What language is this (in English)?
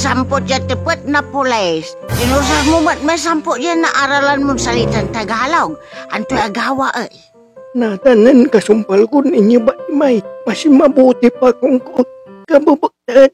Pangasinan